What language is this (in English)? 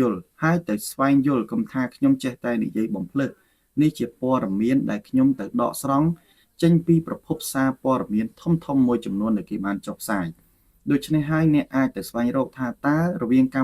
Khmer